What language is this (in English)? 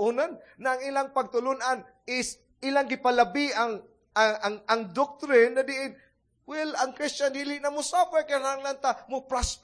Cebuano